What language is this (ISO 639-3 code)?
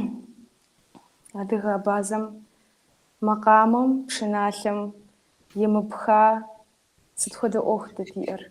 kbd